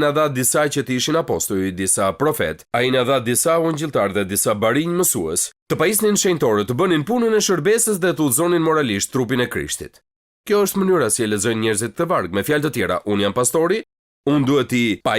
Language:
Albanian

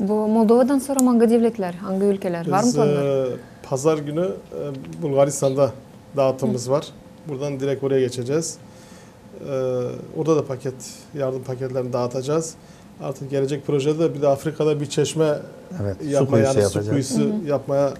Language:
Gagauz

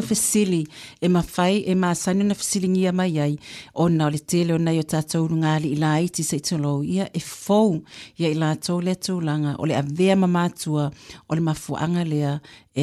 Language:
Samoan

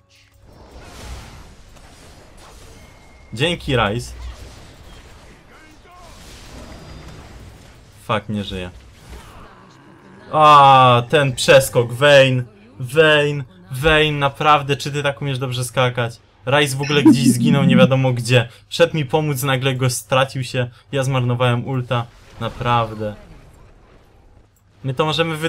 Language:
Polish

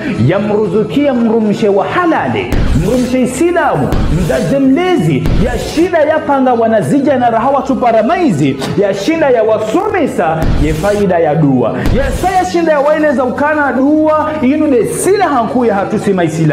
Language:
Ngazidja Comorian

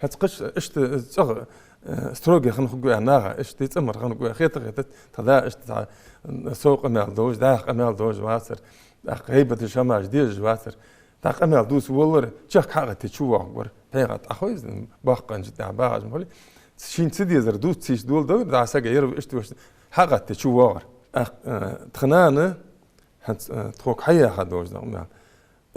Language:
Ingush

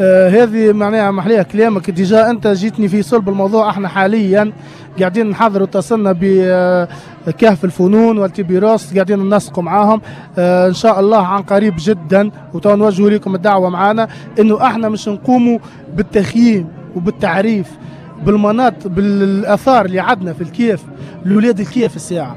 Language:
Tunisian Arabic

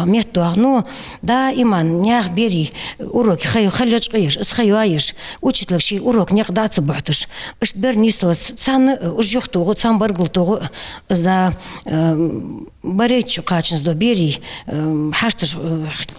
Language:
Ingush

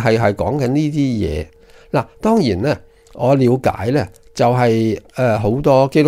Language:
Cantonese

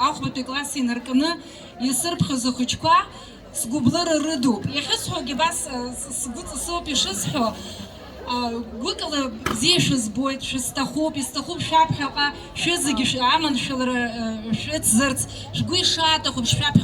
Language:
Abkhazian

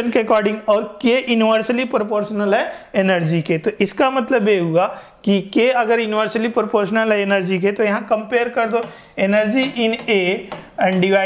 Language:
Hindi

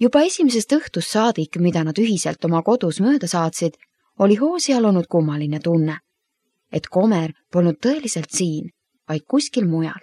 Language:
Estonian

